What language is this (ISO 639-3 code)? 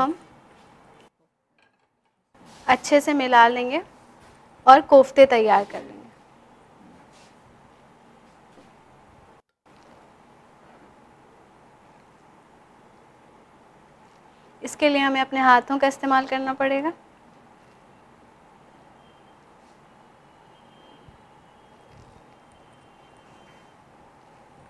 hin